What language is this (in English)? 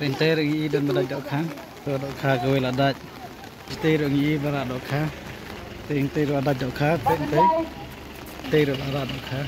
Khasi